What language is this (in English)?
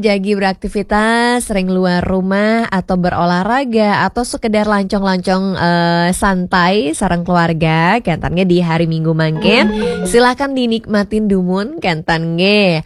Balinese